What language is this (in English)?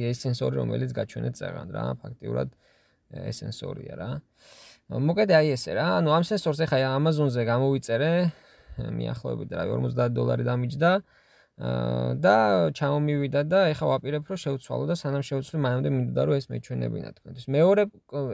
Georgian